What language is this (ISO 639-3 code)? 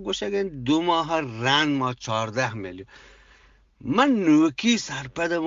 bgp